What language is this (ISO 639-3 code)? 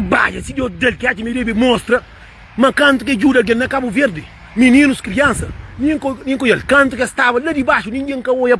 kea